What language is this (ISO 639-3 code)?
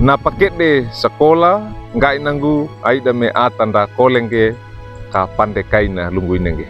wew